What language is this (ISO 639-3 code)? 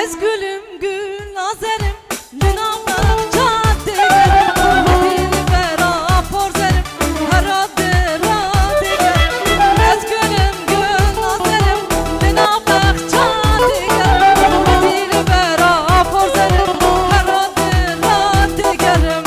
kur